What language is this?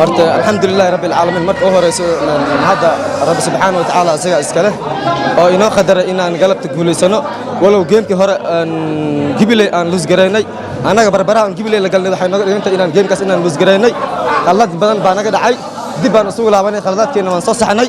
Somali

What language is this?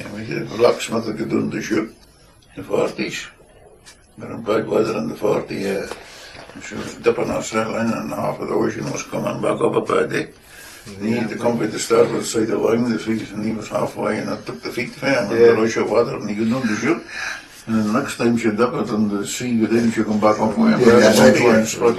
Scots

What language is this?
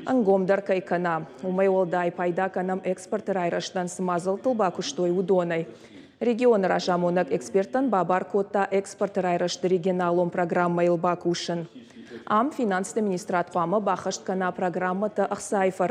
Ossetic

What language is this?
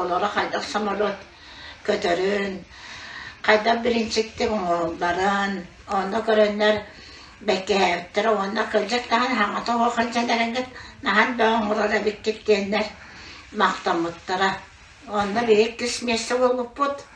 Yakut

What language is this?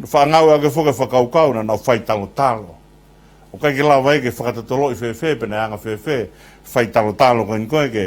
Tongan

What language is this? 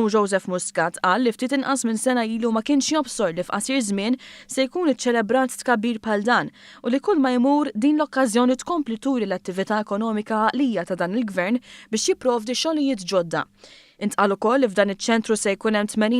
Maltese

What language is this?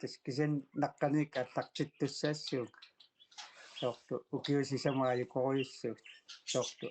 Kalaallisut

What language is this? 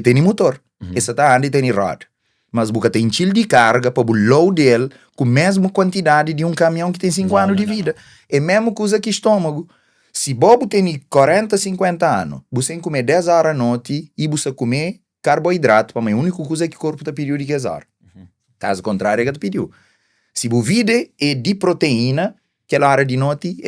Kabuverdianu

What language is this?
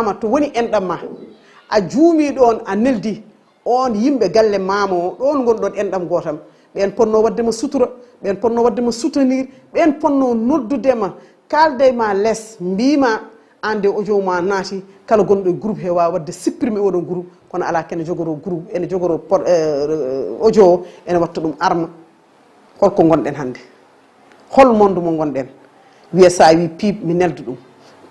Fula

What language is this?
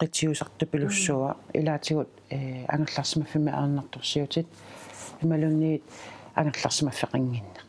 Kalaallisut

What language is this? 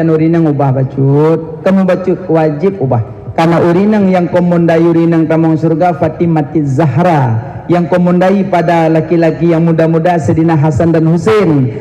Achinese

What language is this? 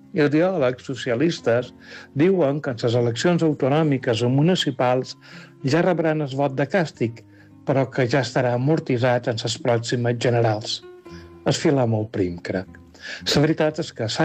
Catalan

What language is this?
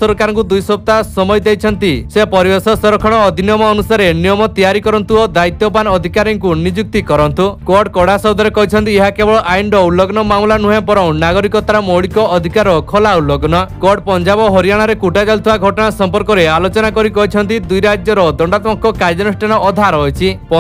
Odia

